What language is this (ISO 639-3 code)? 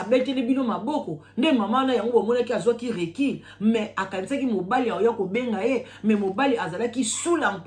lin